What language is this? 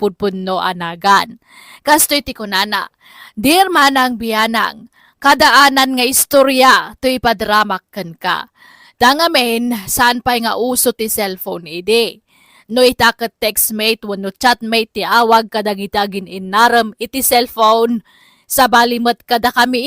Iloko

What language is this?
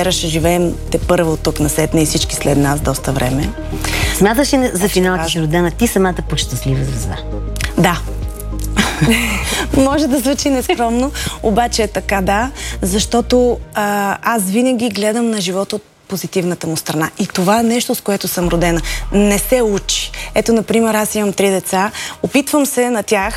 Bulgarian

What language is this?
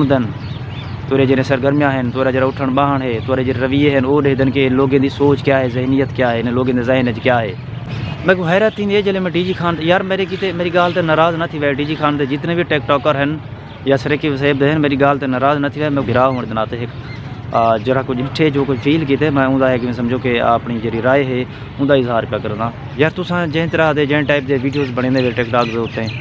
Saraiki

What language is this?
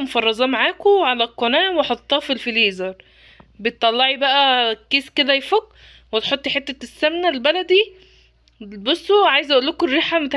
Egyptian Arabic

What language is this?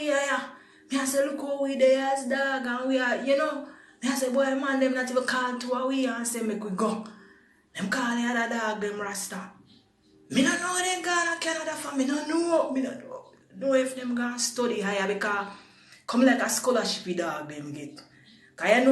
Jamaican Creole English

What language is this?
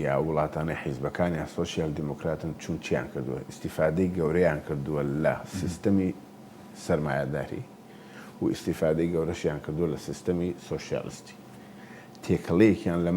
Central Kurdish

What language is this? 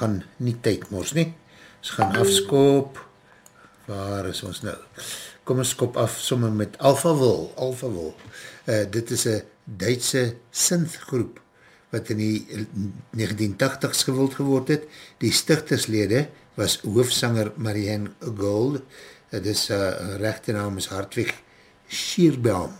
Afrikaans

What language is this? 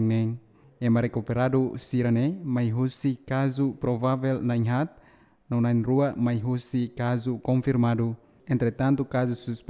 Tetum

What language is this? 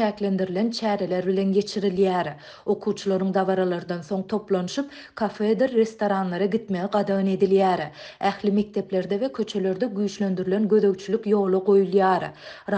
Turkmen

